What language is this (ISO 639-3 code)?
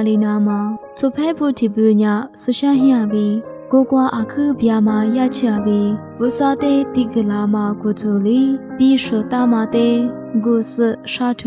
lis